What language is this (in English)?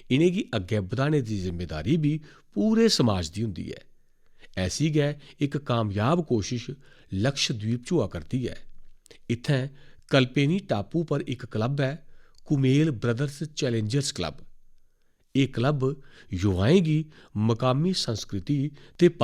Dogri